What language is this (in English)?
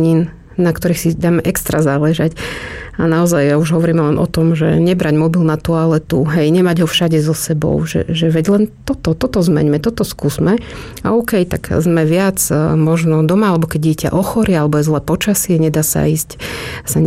Slovak